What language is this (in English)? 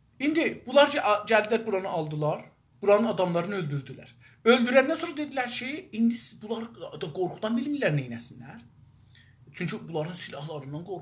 South Azerbaijani